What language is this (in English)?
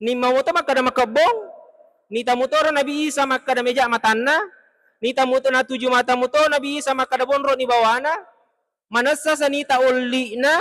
Buginese